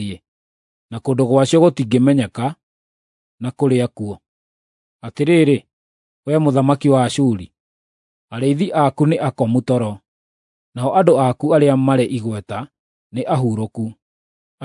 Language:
Kikuyu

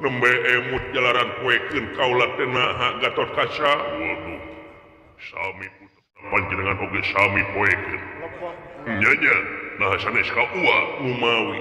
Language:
Sundanese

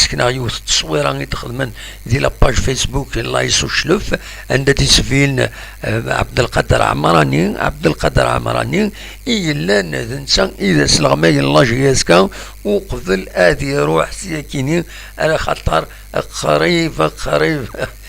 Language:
Kabyle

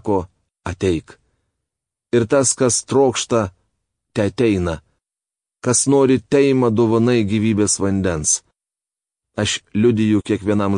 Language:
Lithuanian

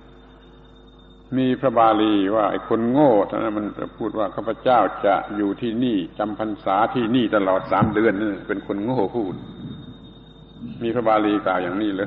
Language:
Thai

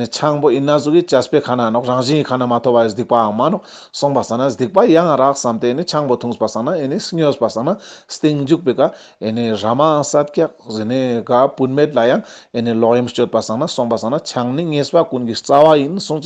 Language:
Ladakhi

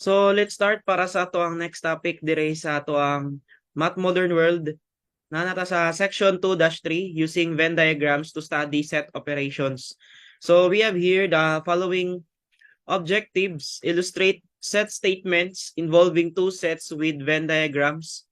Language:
Cebuano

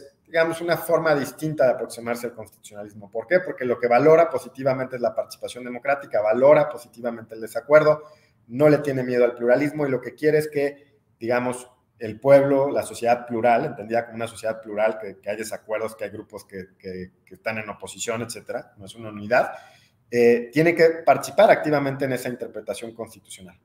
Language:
Spanish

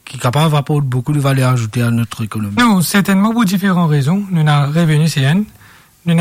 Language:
Morisyen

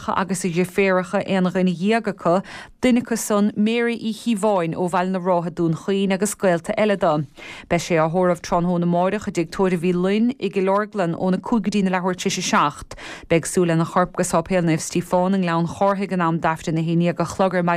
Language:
Irish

